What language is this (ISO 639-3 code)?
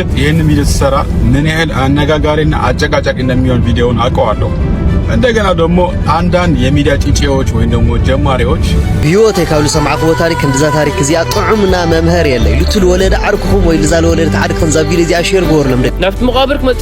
tir